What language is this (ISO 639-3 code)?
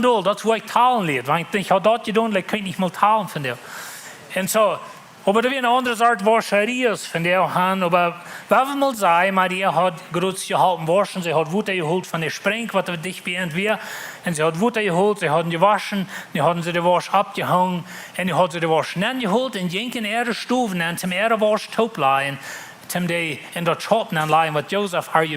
pdt